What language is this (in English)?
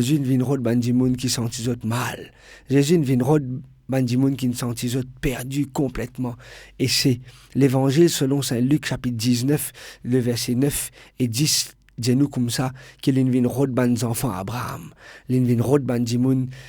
Morisyen